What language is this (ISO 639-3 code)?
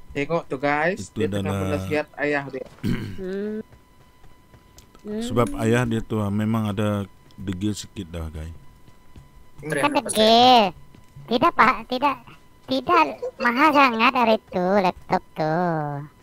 msa